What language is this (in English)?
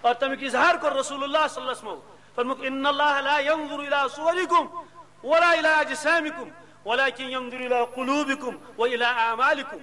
Kashmiri